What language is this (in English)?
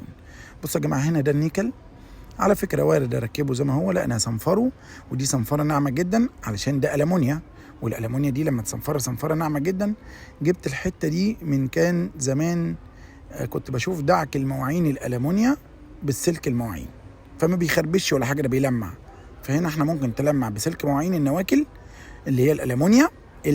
Egyptian Arabic